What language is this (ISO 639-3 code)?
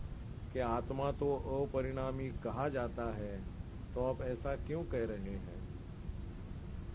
hin